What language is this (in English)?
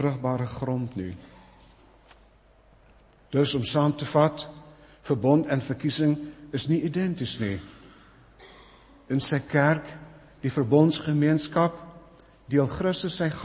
Afrikaans